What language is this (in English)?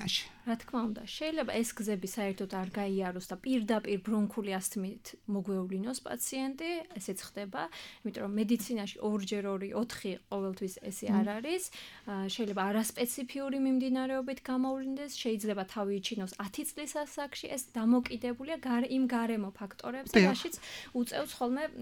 Georgian